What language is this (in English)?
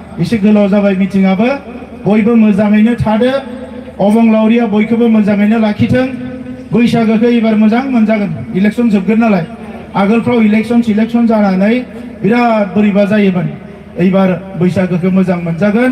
Bodo